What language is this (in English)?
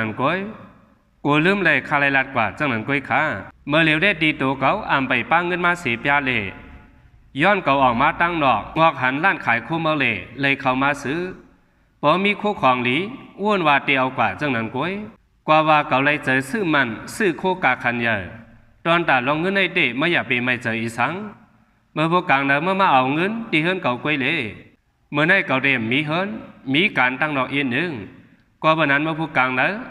Shan